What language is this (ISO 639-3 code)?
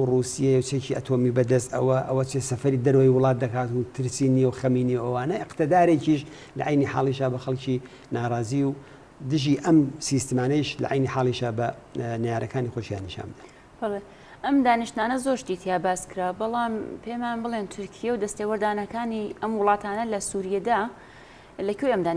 ckb